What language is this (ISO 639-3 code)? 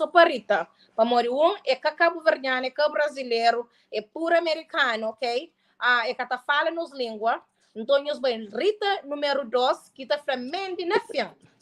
kea